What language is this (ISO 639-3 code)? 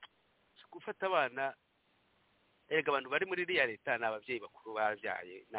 kin